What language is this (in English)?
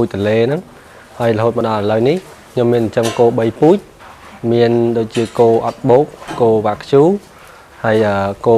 Khmer